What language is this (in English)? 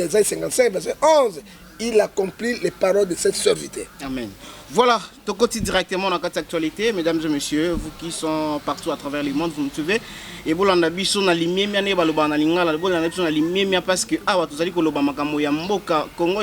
Lingala